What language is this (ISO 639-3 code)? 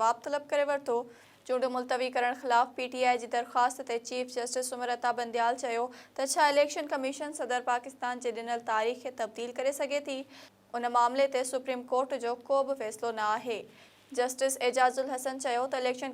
snd